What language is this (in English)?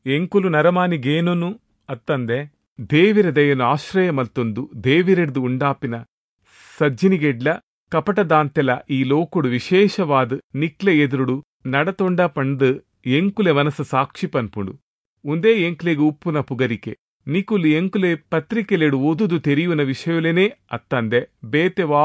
Tulu